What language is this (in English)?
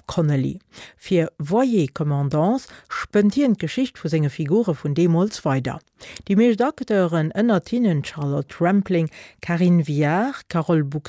Luxembourgish